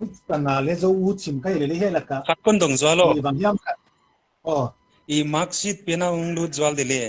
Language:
Paite Chin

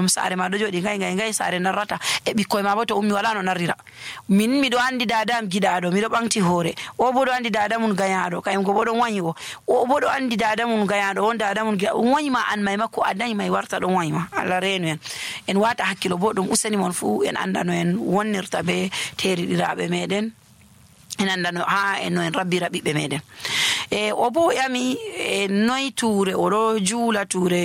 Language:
Nigerian Fulfulde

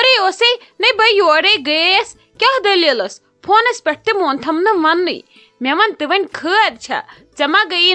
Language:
Kashmiri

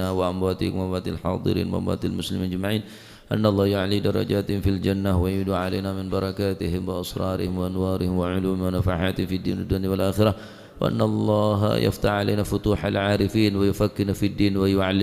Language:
Madurese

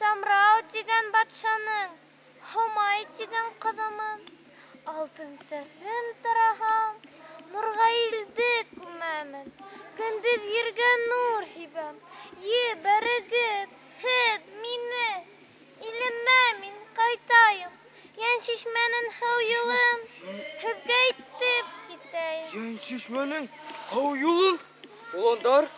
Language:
Bashkir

